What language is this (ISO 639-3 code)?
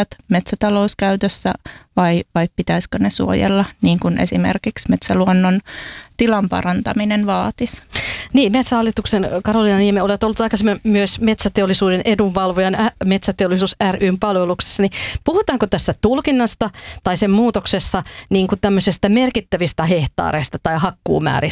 fin